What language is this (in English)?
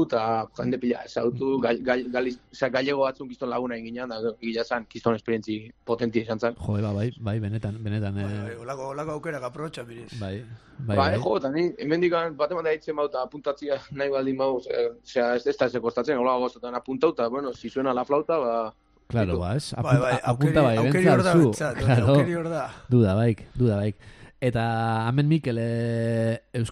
Basque